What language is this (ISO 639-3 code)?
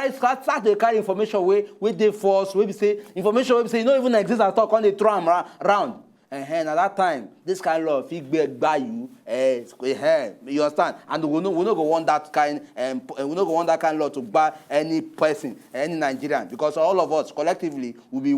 pcm